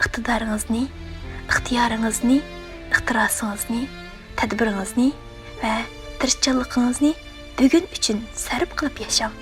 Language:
Uyghur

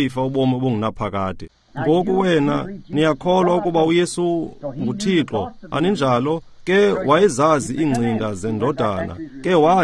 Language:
Xhosa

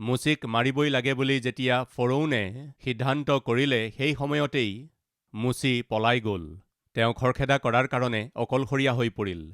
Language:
Assamese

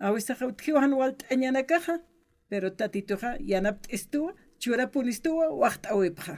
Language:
Aymara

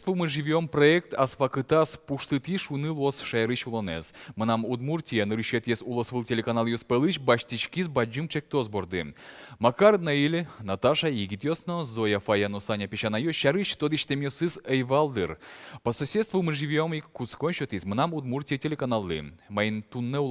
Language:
Udmurt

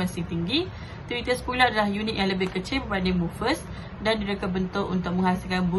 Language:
Malay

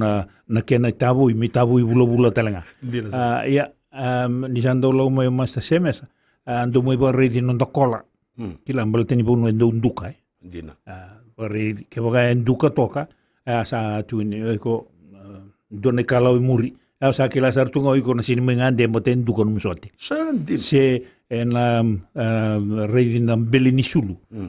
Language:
Fijian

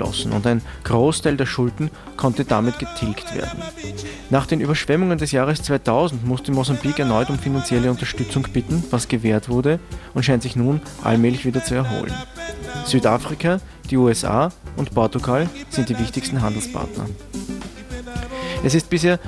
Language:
German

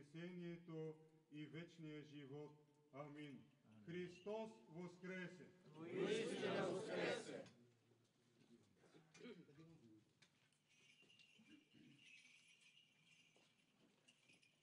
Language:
Bulgarian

